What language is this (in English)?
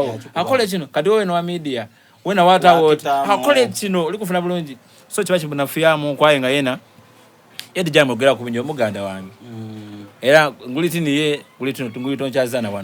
Soga